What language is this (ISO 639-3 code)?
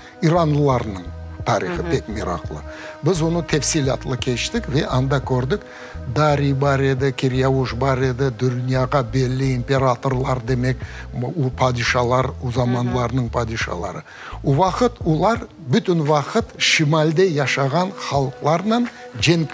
crh